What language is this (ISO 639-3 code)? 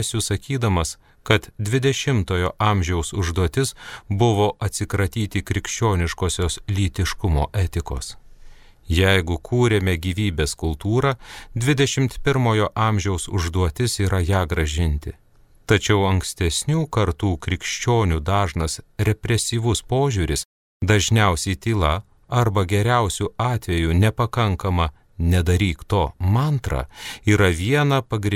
lit